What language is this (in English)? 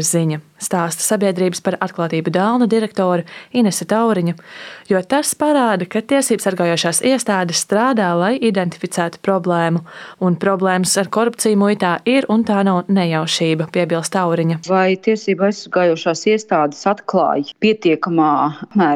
Latvian